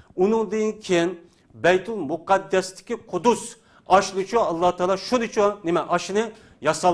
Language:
Uyghur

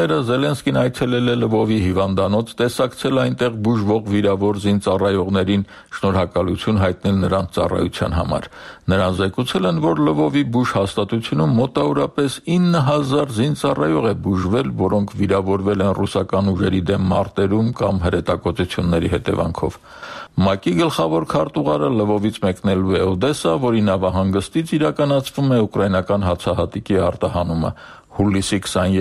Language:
Armenian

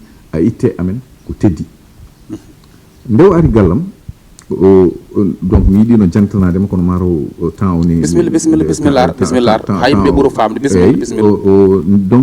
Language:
Fula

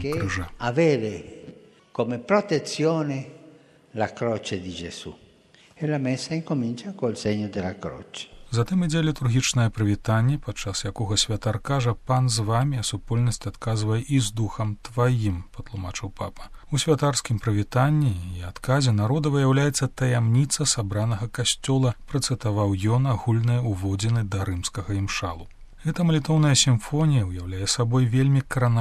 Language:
Belarusian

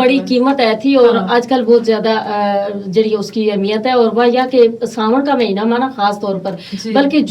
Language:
Gujari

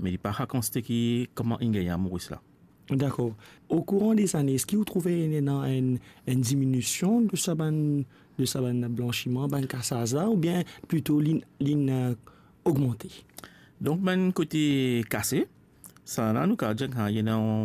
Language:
Morisyen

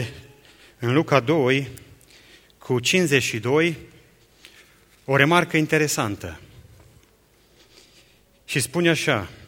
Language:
Romanian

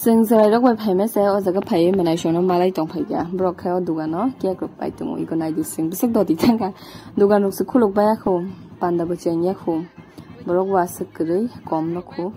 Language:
Kok Borok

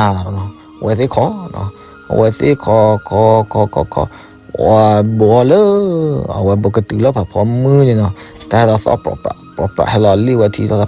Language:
S'gaw Karen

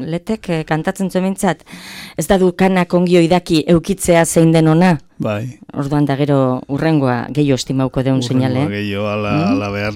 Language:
Basque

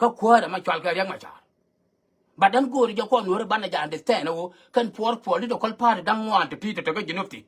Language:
Nuer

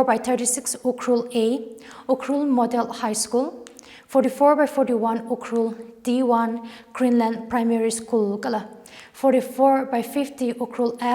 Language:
Tangkhul Naga (India)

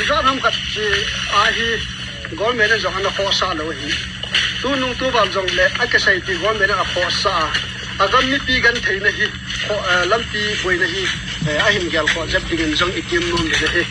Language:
Paite Chin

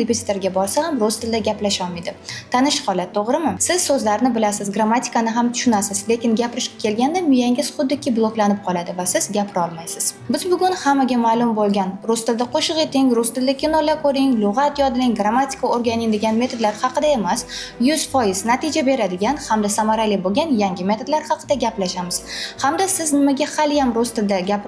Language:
Uzbek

